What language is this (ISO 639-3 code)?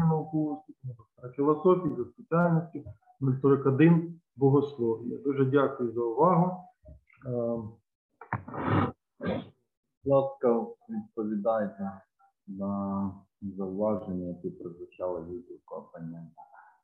ukr